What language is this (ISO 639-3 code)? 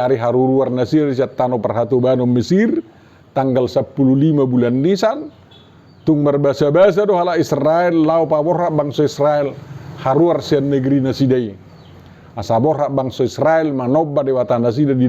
bbc